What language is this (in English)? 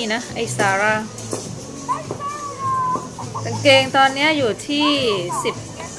Thai